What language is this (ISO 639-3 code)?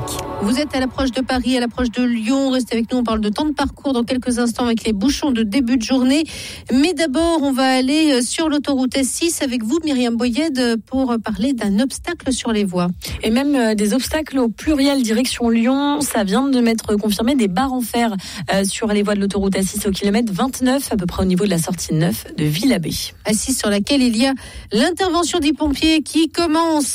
fra